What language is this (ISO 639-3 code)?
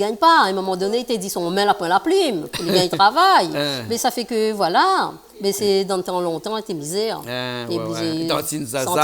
rcf